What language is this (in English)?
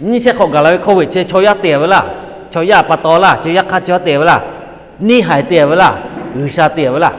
Lahu